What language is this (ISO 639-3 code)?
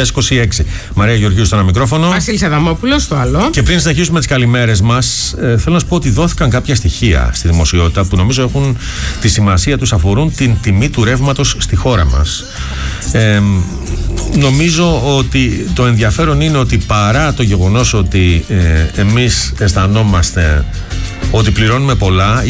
ell